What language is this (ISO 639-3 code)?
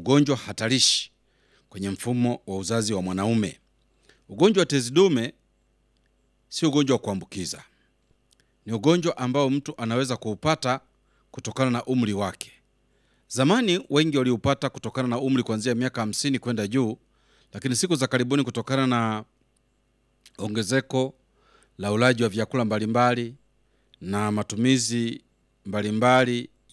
swa